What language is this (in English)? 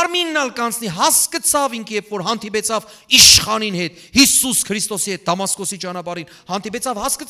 Western Armenian